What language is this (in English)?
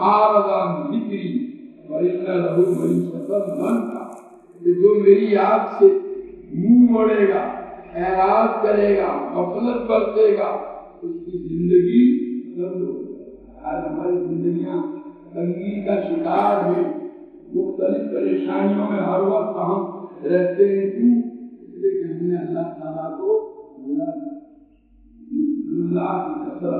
Urdu